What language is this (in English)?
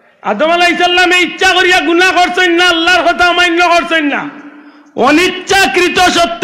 Sylheti